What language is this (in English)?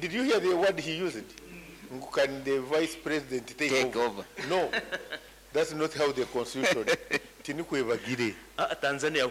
Nyankole